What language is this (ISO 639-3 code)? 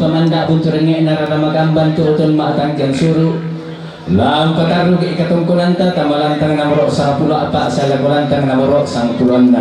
sda